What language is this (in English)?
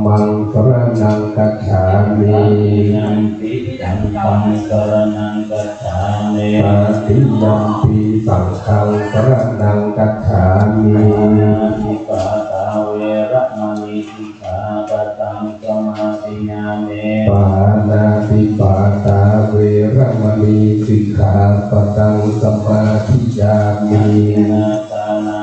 Pali